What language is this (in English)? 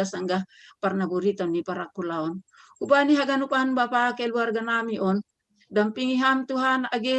Batak Simalungun